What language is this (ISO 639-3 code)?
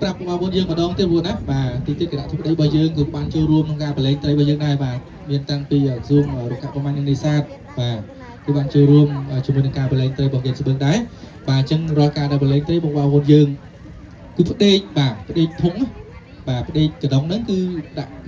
khm